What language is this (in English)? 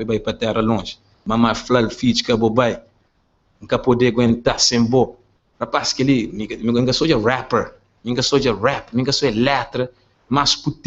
Kabuverdianu